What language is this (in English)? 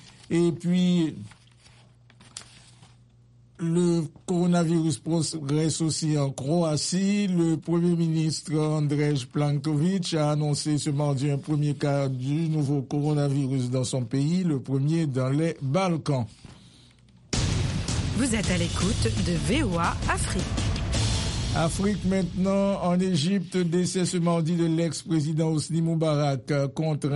French